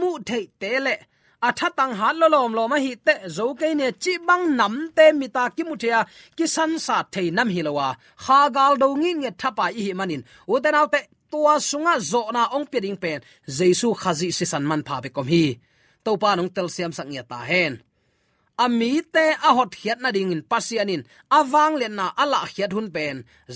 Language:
Tedim Chin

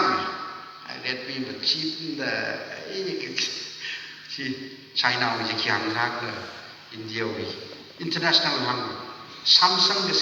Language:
Tangkhul Naga (India)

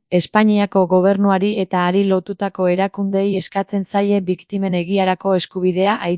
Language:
Basque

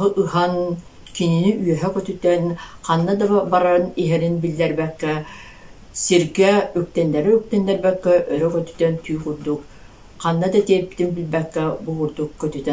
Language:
Yakut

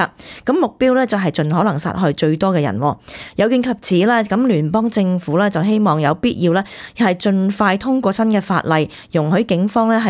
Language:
Cantonese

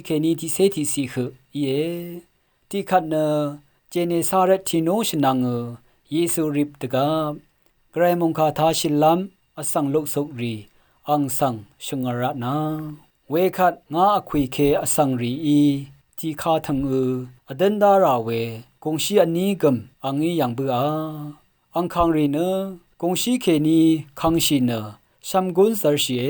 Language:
Rawang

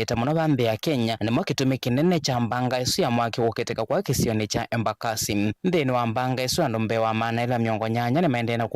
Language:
Kamba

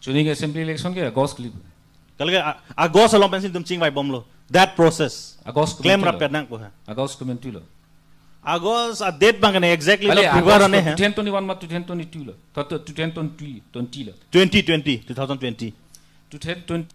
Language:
Karbi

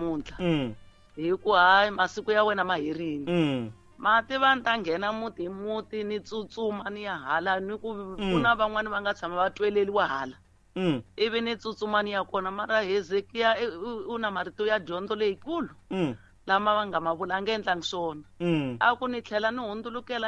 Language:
Tsonga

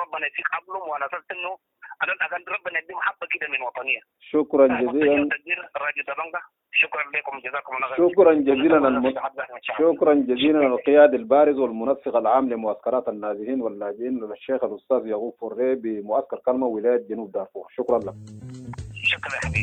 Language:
Sudanese Arabic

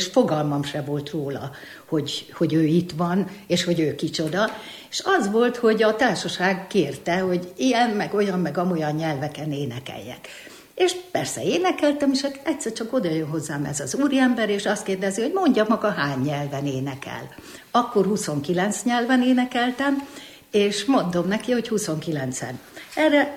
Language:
Hungarian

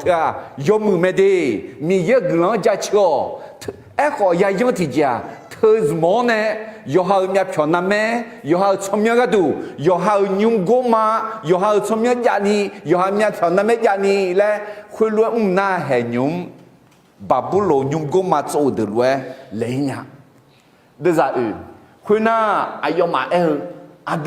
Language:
Akha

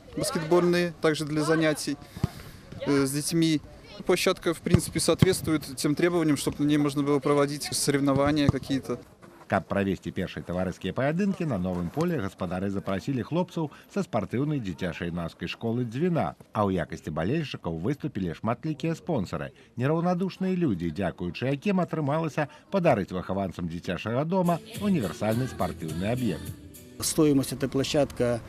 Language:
Belarusian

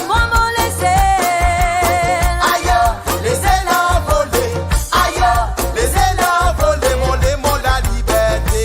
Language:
Morisyen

